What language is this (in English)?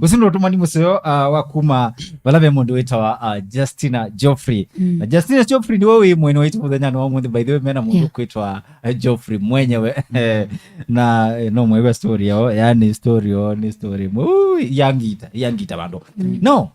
Kamba